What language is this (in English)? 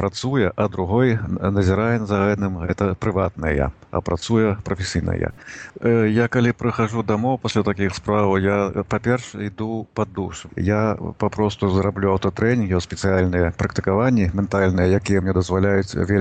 Belarusian